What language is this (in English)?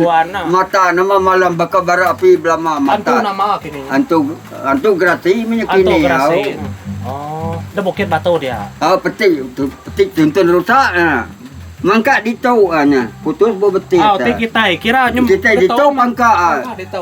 Iban